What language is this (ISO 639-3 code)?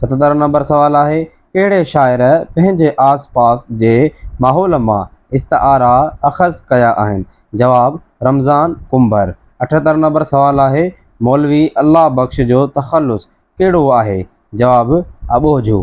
snd